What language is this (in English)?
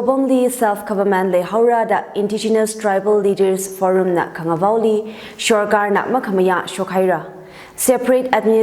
Tangkhul Naga (India)